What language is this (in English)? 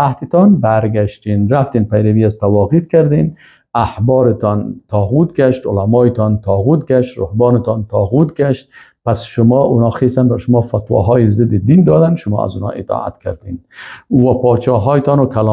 Persian